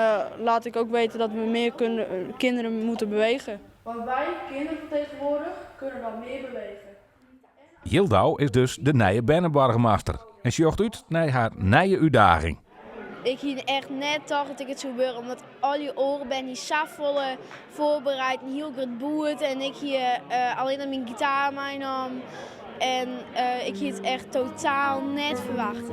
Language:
Western Frisian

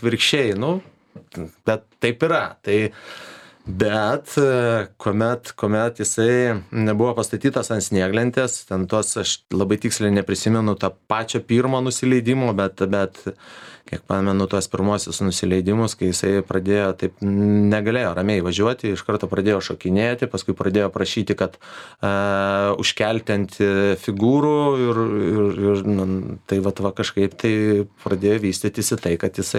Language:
Lithuanian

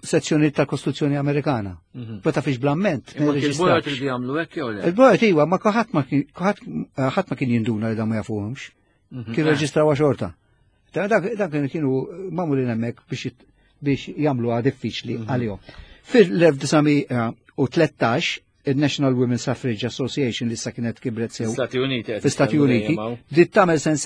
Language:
Maltese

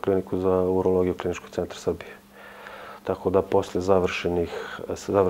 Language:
Serbian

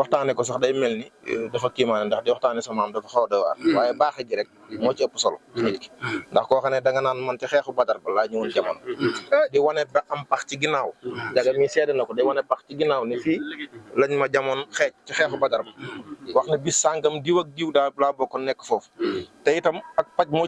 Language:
Wolof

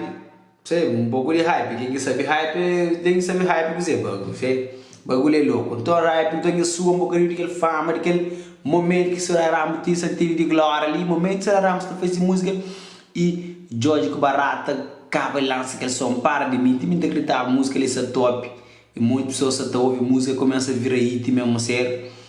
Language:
Kabuverdianu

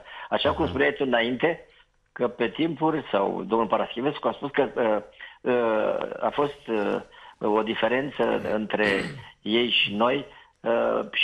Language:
Romanian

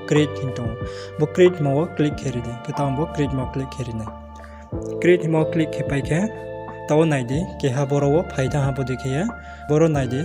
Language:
Riang (India)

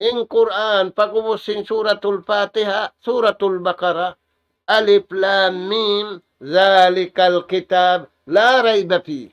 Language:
Tausug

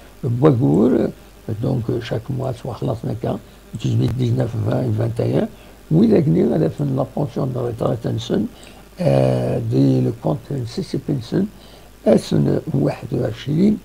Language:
Kabyle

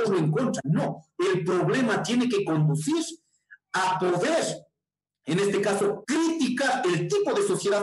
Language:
Spanish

